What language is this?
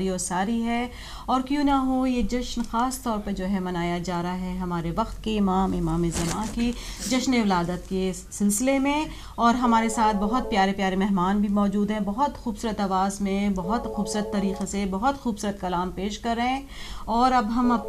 Urdu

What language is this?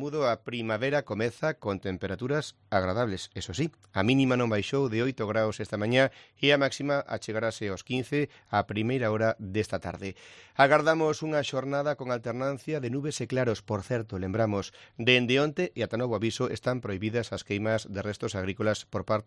Galician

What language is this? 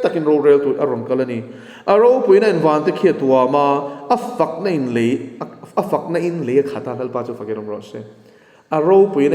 Mizo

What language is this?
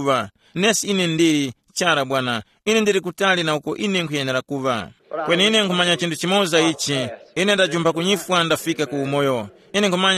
Tumbuka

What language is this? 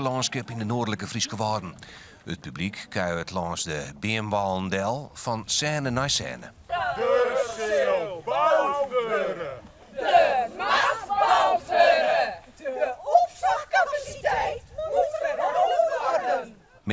Western Frisian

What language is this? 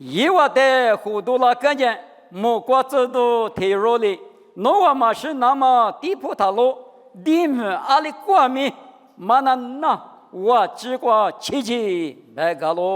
Lisu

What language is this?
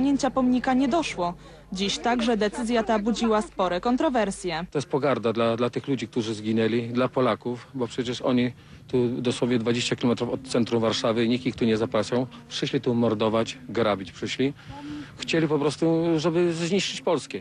Polish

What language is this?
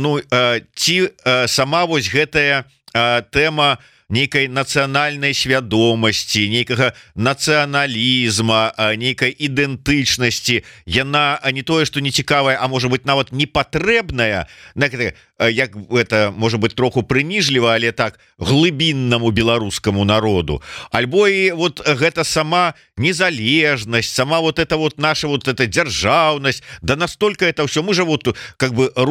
Belarusian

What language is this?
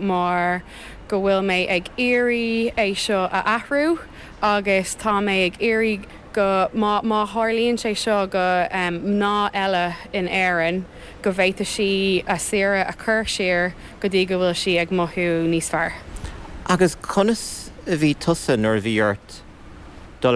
Irish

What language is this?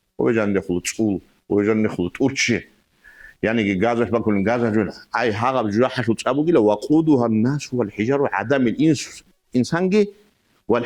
Avaric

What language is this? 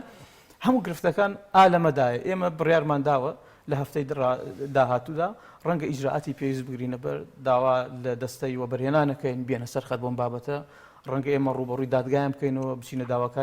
Central Kurdish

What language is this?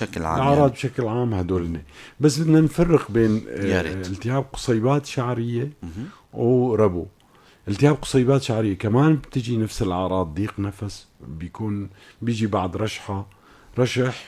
North Levantine Arabic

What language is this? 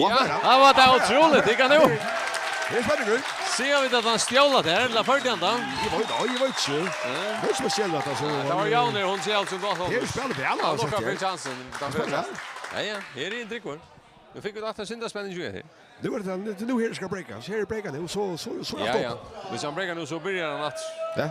Faroese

